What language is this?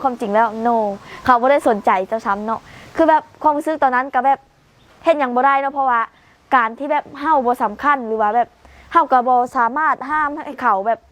Lao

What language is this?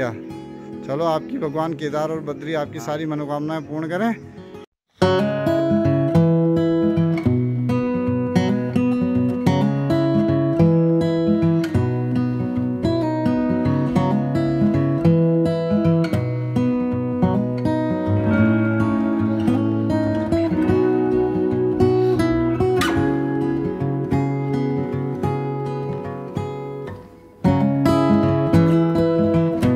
Hindi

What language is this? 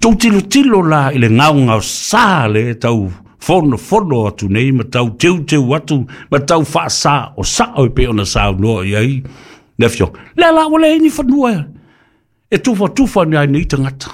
Samoan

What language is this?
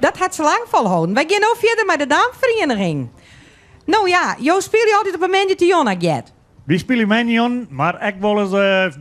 Western Frisian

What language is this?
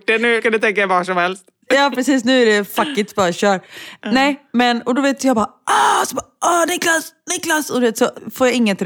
Swedish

